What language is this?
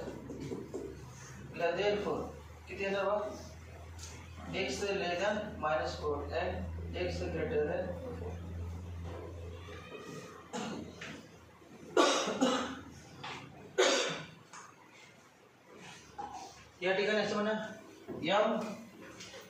Marathi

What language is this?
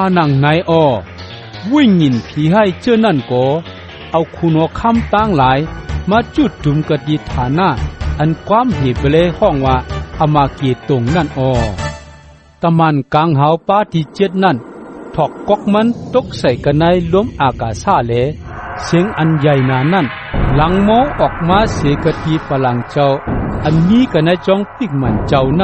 Shan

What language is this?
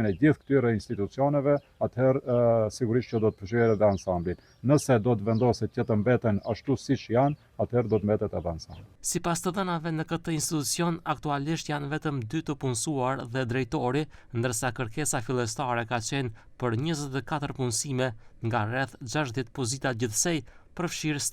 Albanian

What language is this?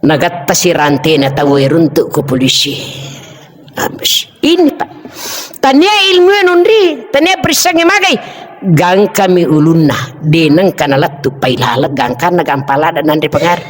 Buginese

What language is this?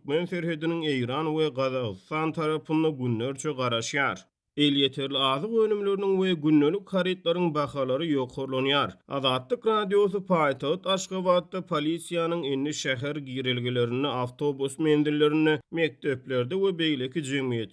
Turkmen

